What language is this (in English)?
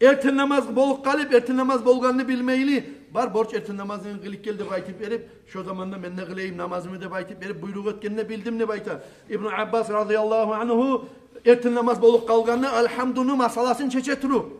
Kumyk